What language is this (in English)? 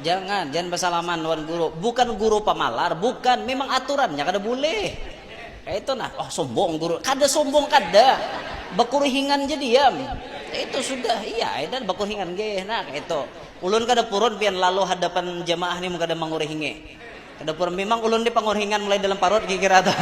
Banjar